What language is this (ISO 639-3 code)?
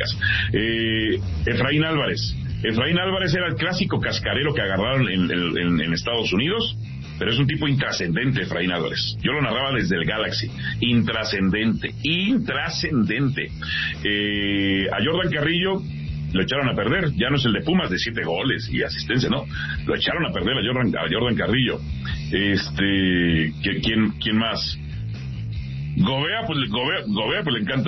spa